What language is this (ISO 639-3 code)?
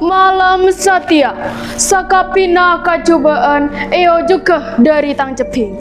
mad